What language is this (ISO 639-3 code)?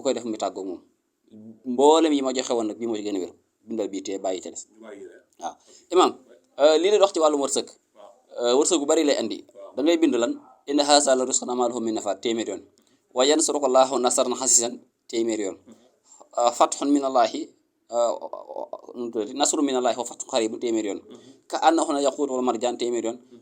wol